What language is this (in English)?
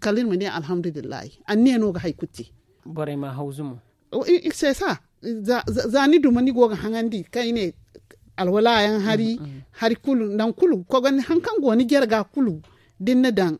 Zarma